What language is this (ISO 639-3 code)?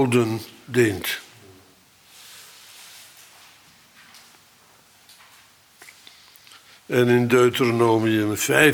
nld